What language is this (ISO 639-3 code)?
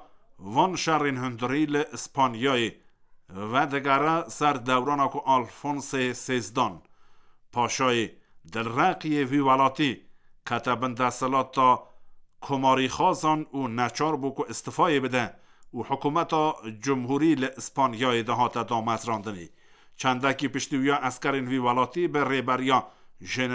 kur